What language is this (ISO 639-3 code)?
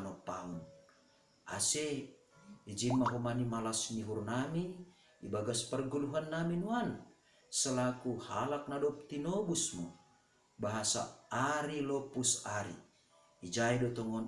bts